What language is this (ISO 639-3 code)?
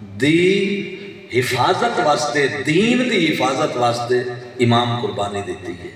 skr